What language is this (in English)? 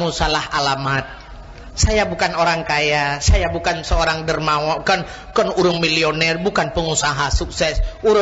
Achinese